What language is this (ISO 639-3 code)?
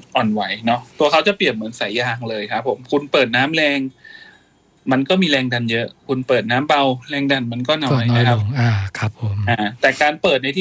tha